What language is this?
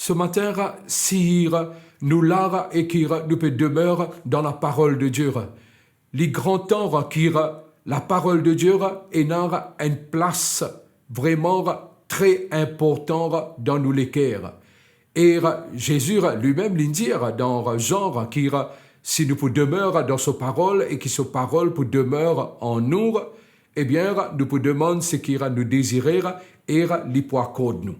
Morisyen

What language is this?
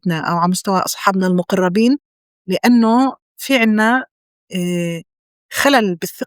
North Levantine Arabic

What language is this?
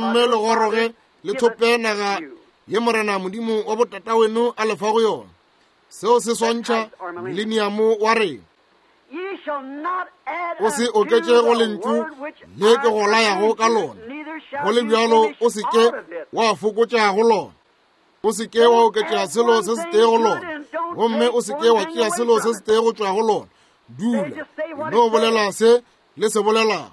Northern Sotho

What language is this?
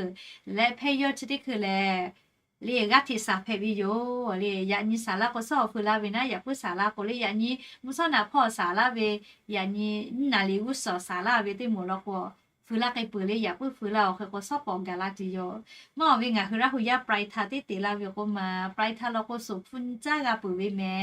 Lahu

